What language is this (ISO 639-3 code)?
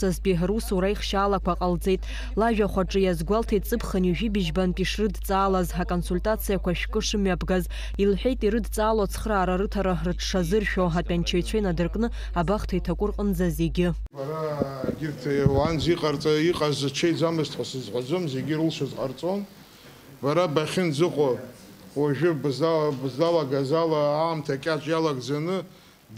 abk